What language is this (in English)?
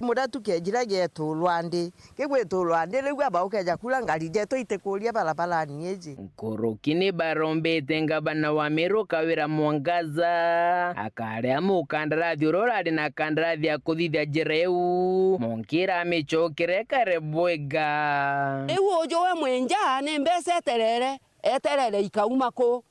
Meru